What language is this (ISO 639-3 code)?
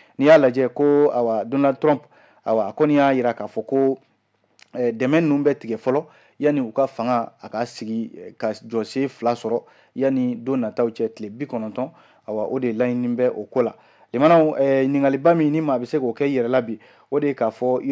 bam